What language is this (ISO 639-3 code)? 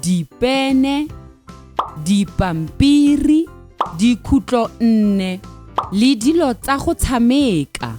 tsn